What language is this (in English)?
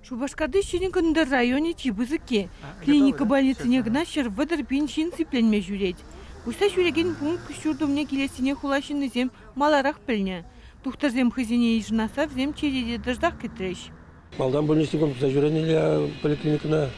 Chuvash